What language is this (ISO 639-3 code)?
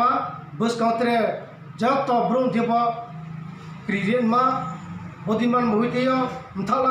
ria